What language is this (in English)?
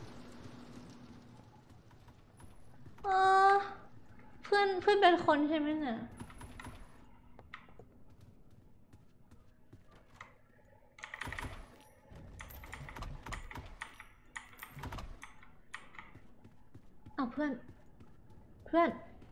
Thai